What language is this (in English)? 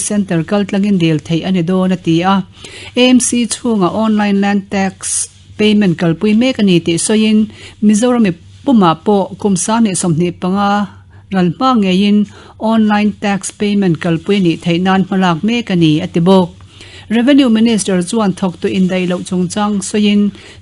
Mizo